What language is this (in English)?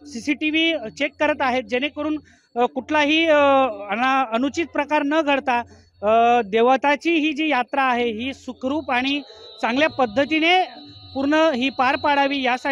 Marathi